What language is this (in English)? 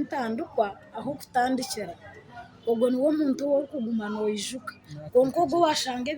Nyankole